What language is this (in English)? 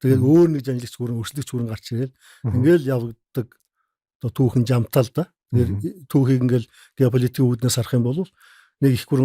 Mongolian